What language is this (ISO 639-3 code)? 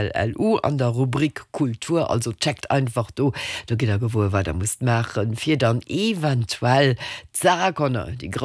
ltz